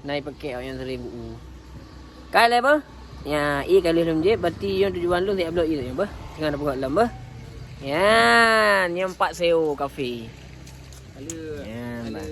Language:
Achinese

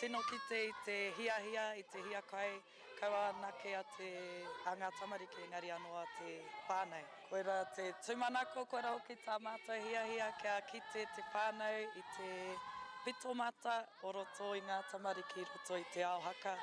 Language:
Māori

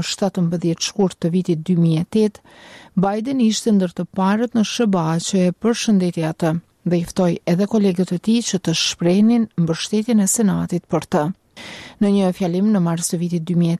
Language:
Albanian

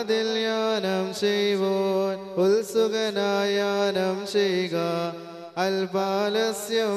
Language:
Malayalam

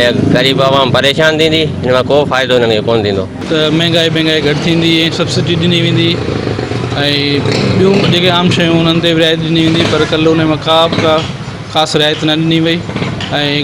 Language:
Sindhi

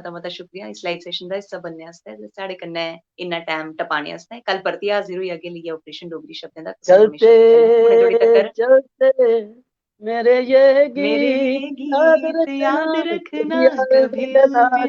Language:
Dogri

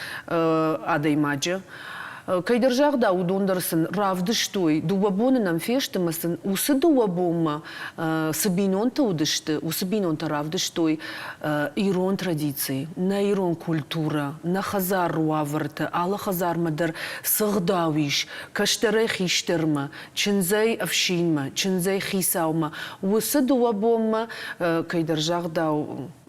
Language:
Ossetic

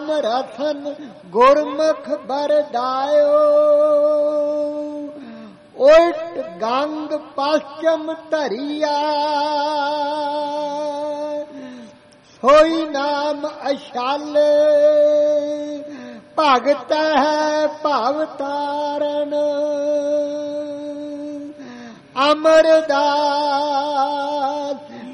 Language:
Punjabi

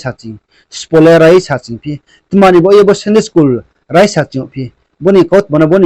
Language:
Riang (India)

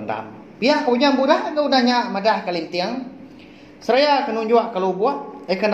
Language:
Iban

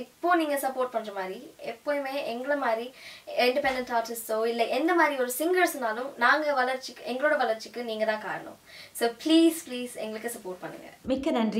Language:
Tamil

